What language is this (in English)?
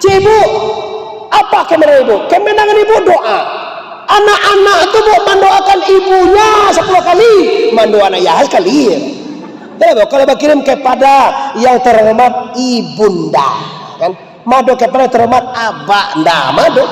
Minangkabau